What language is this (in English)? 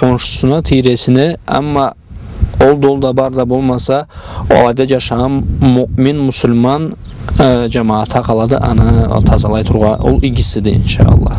Karachay-Balkar